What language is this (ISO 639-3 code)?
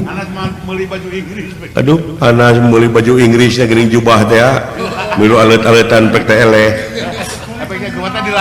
sun